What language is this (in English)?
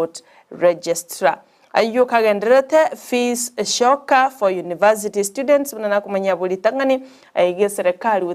Gusii